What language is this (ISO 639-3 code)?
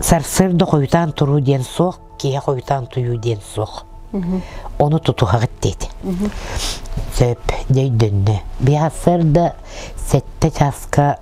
sah